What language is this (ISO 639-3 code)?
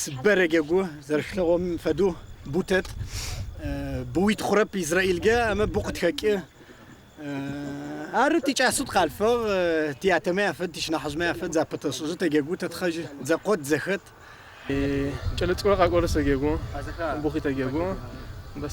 ady